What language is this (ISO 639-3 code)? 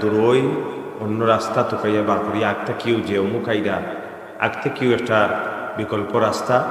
syl